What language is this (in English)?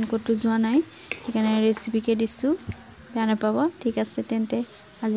Assamese